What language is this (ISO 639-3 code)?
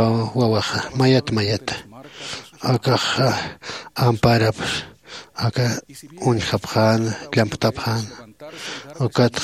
aym